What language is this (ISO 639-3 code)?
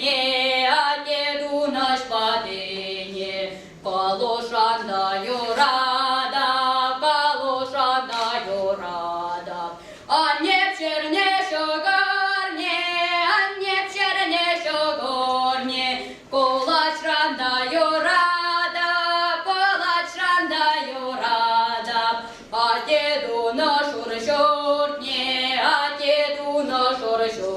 chv